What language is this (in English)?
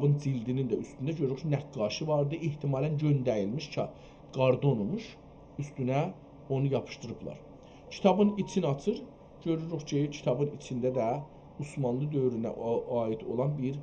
South Azerbaijani